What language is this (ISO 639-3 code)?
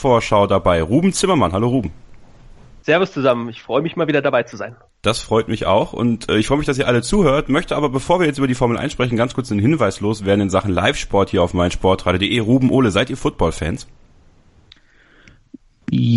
deu